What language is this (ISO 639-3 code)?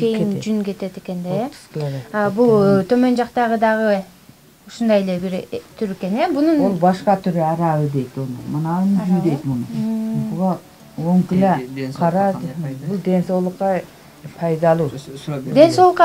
kir